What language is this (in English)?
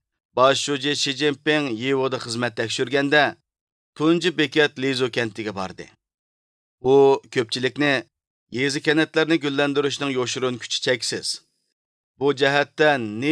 Uyghur